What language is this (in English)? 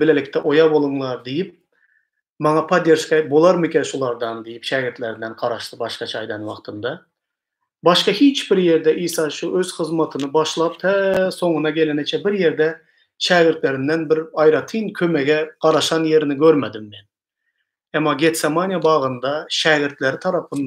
Turkmen